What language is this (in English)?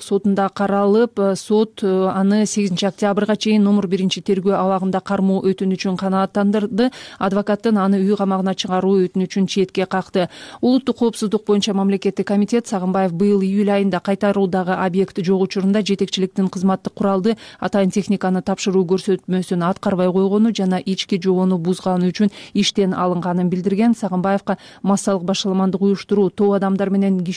Kyrgyz